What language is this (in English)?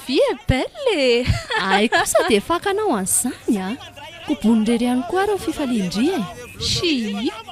Malagasy